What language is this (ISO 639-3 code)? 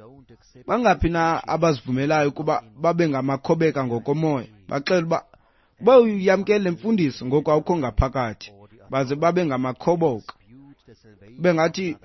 xho